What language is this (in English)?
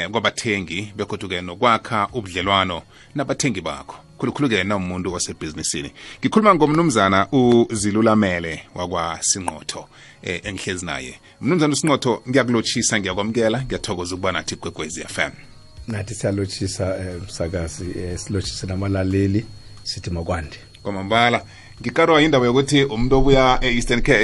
South Ndebele